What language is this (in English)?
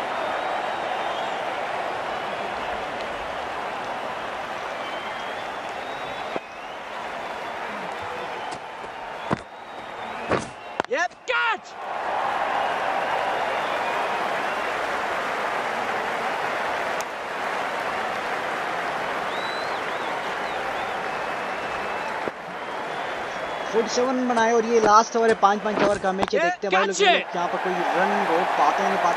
Hindi